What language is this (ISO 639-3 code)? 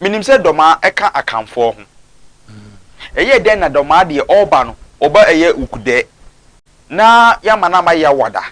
aka